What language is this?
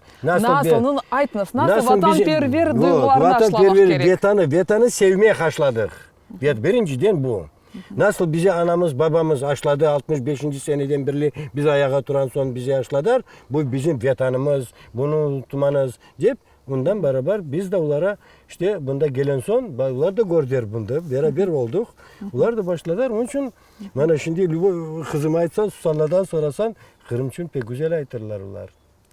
Crimean Tatar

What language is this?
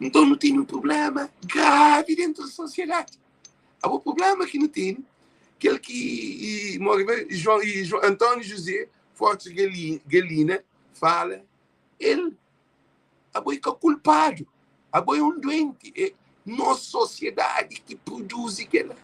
Kabuverdianu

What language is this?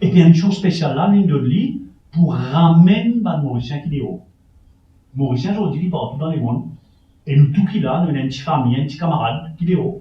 Morisyen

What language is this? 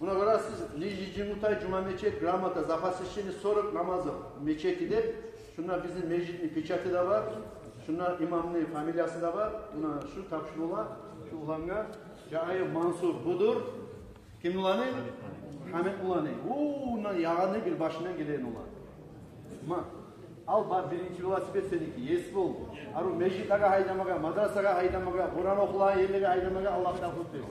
Kumyk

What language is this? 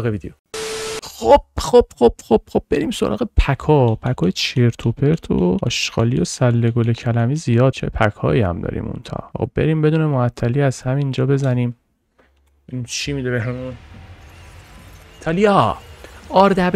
Persian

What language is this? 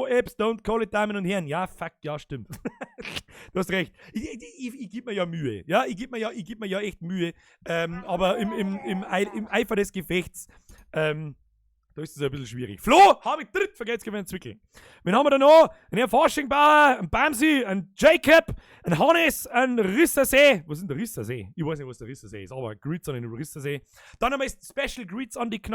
Bavarian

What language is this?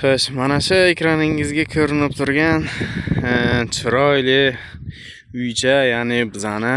Uzbek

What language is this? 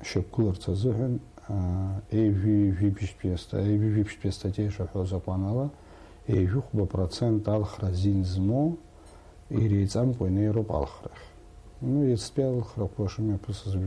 Abkhazian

